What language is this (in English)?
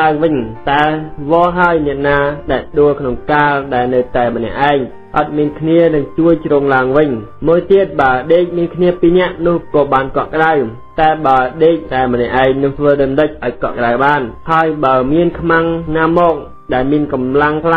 Khmer